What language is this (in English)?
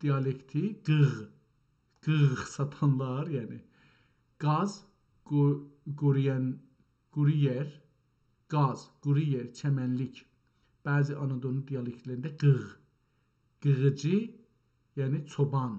South Azerbaijani